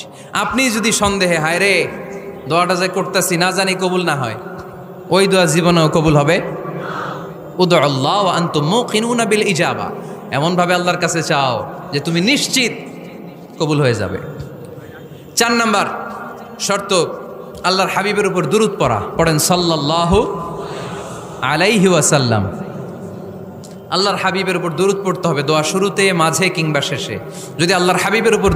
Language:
Bangla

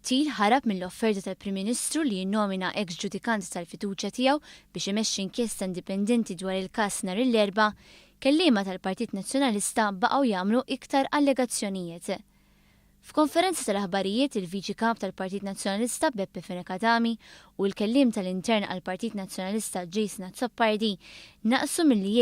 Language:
Maltese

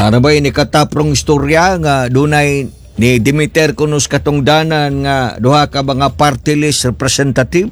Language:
Cebuano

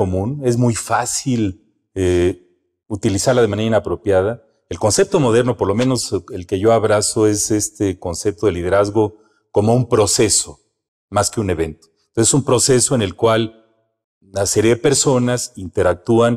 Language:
Spanish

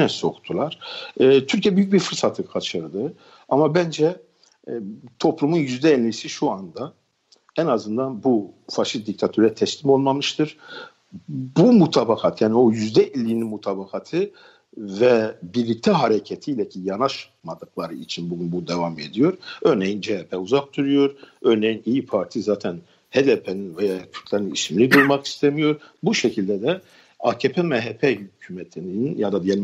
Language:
Turkish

